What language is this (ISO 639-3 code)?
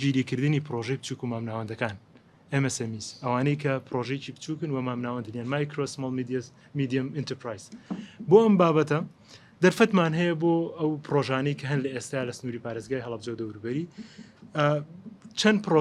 ckb